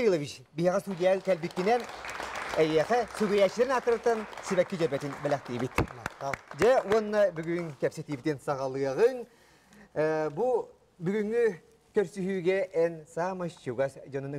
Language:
Yakut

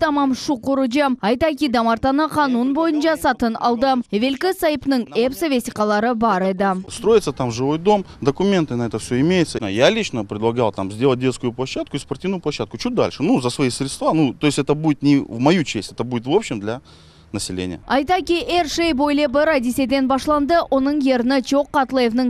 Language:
Crimean Tatar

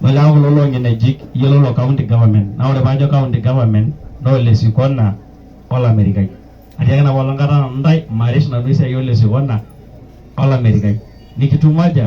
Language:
Masai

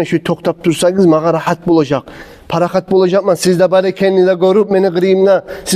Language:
Kumyk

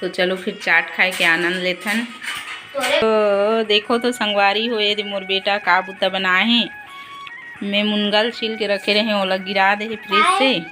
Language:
Chhattisgarhi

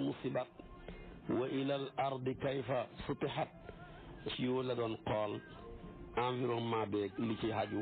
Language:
Wolof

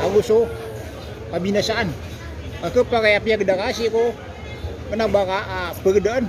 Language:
Maranao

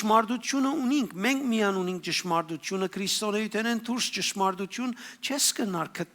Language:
Western Armenian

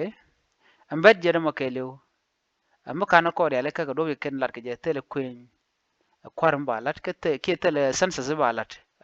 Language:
Nuer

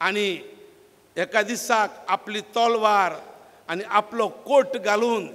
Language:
Konkani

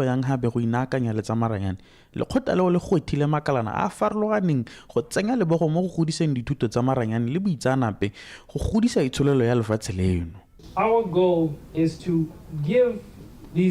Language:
Tswana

